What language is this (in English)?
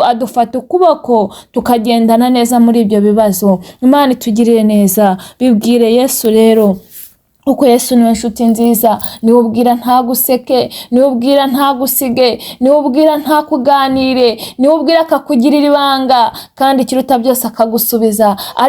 Kinyarwanda